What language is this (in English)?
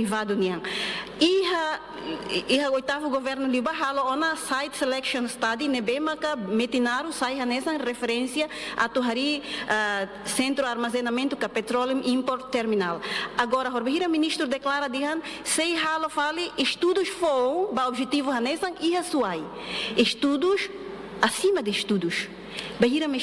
Tetum